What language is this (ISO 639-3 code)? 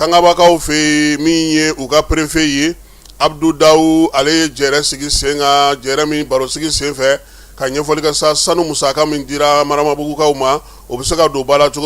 bam